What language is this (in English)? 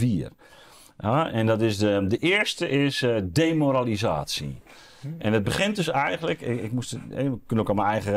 Dutch